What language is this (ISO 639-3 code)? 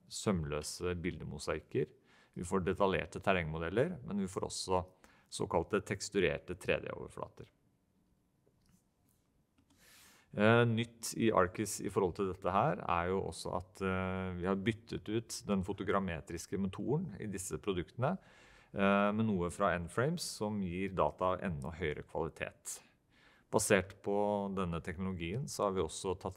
nor